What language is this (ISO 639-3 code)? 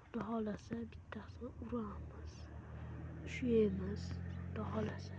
uzb